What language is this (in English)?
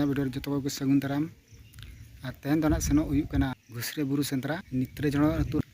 Santali